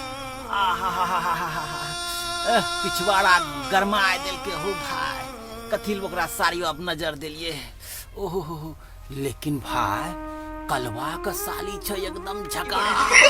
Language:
Angika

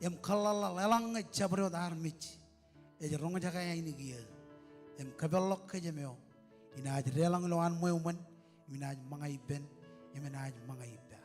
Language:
Marshallese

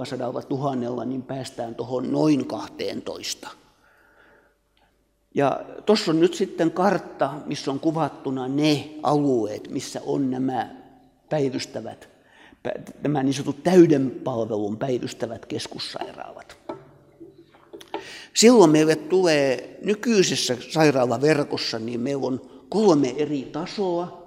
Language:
Finnish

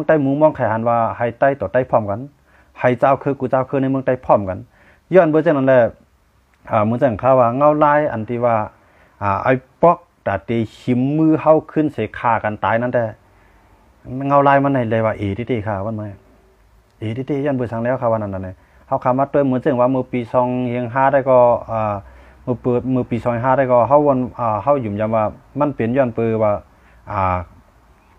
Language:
Shan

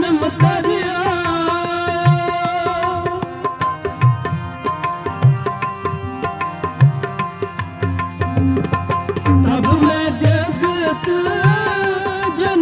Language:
Hindi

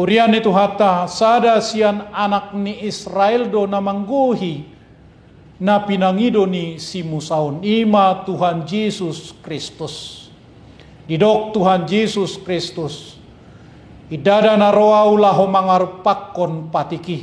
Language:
Batak Toba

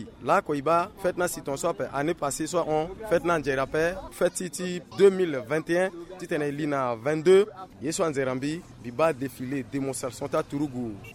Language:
Sango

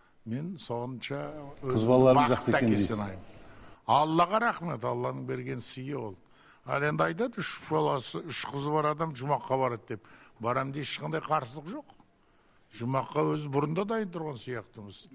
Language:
Kazakh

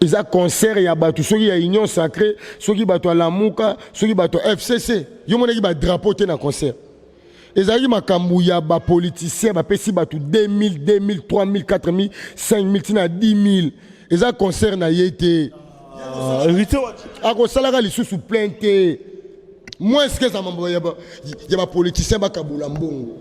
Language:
Lingala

